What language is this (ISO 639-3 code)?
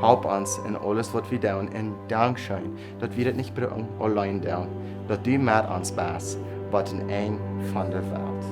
pdt